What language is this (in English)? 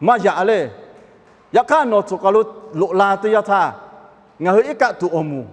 Lahu